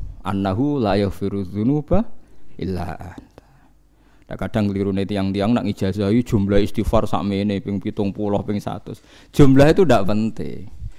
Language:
Javanese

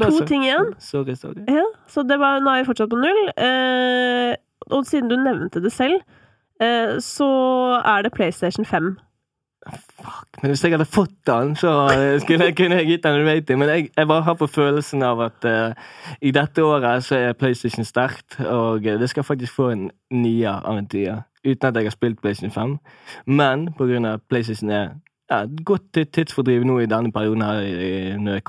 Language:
Norwegian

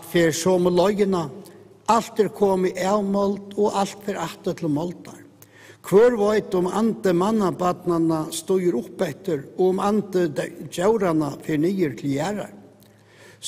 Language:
Faroese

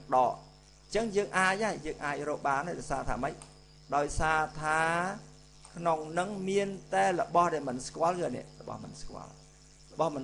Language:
Khmer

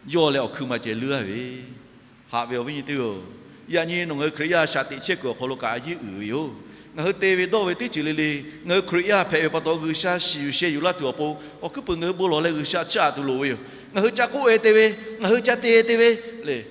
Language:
Lahu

